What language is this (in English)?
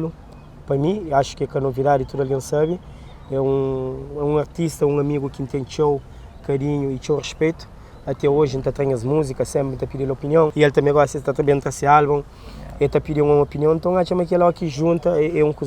Kabuverdianu